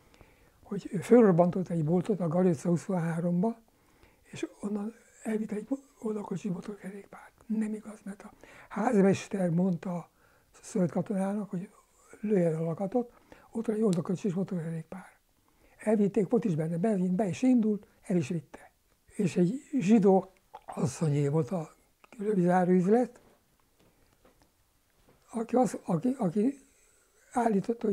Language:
Hungarian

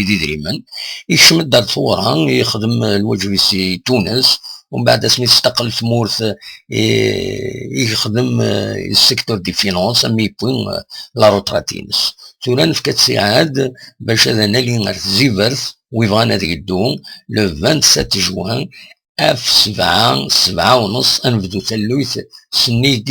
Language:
Kabyle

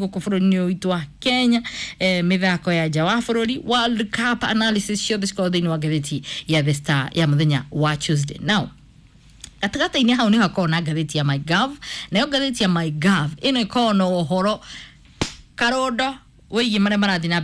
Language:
Kikuyu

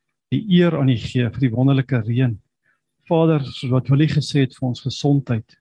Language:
Afrikaans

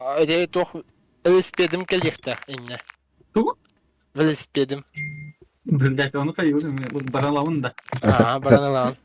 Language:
Yakut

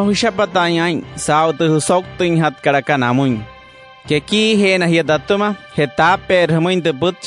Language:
Wayuu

